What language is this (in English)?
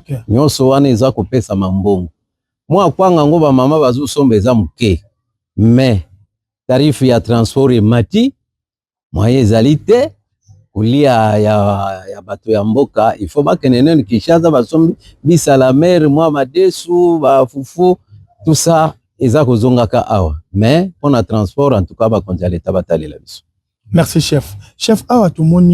Lingala